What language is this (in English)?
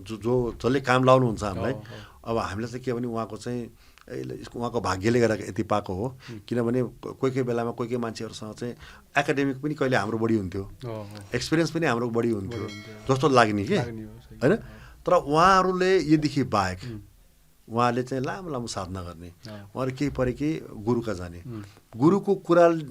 Nepali